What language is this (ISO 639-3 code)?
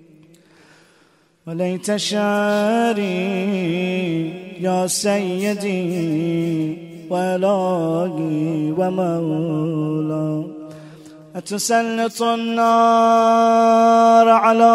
ara